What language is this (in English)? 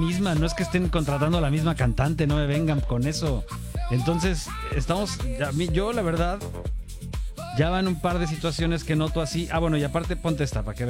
Spanish